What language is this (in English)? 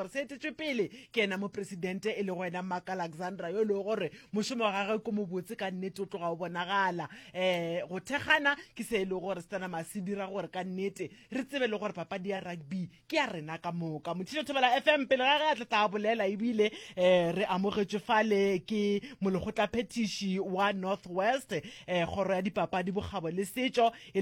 Northern Sotho